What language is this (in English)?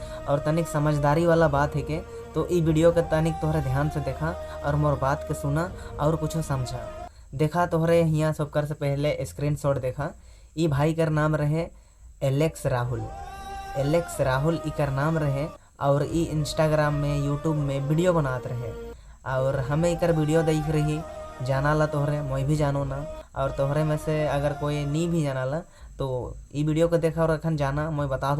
Sadri